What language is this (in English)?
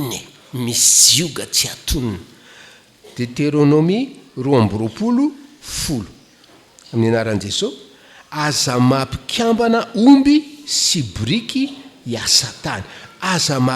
Malagasy